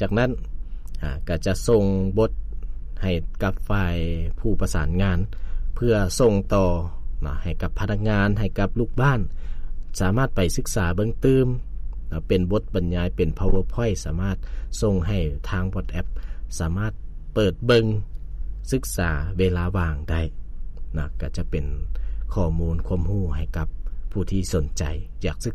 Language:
Lao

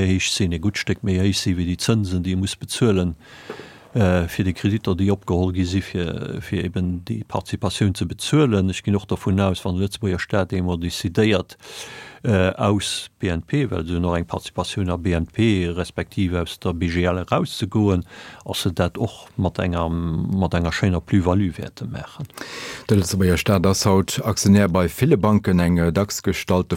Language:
Luxembourgish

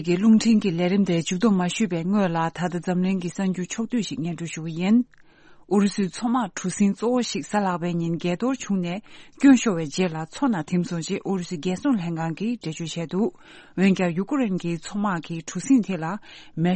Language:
Tibetan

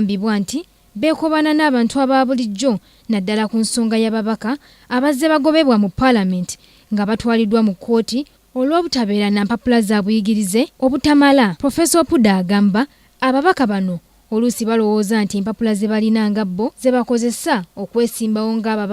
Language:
Ganda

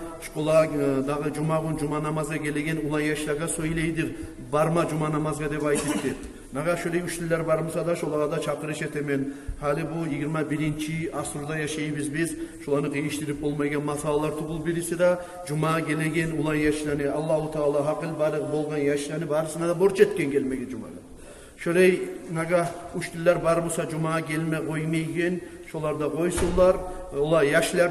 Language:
Kumyk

